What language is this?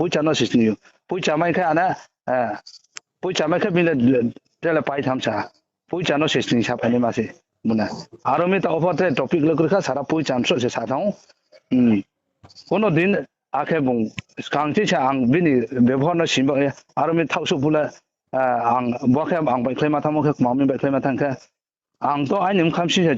Riang (India)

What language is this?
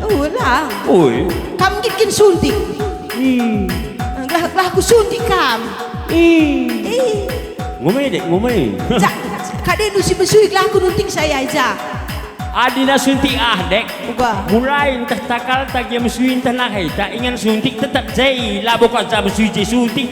Batak Karo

